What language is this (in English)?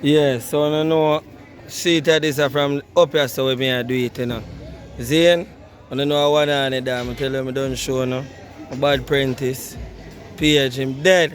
Jamaican Creole English